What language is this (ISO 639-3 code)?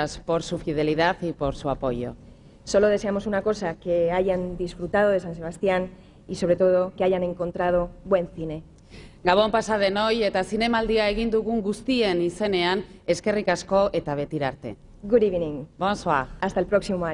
spa